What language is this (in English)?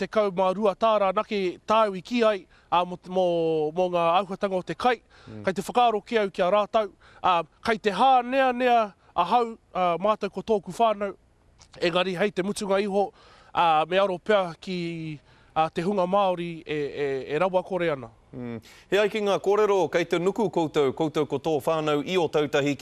Māori